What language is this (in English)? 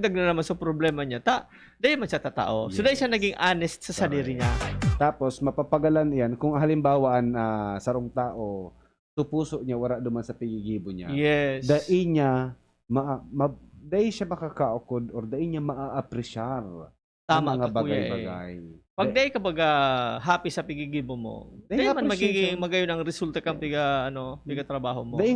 Bikol